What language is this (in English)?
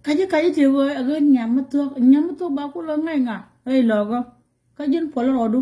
Nuer